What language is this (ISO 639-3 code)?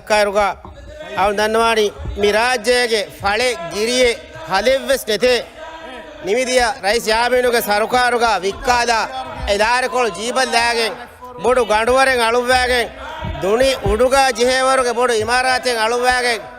div